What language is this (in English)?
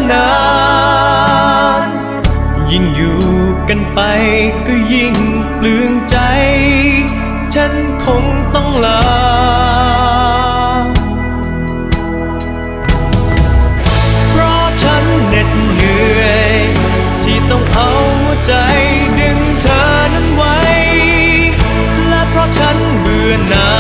Thai